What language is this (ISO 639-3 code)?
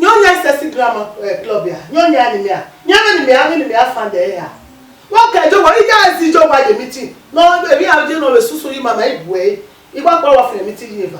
bin